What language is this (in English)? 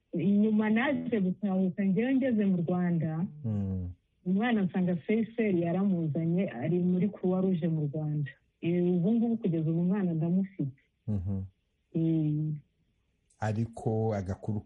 Kinyarwanda